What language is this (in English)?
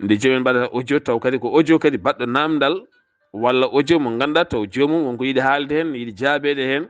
Fula